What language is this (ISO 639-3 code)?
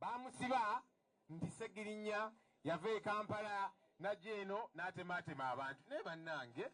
lug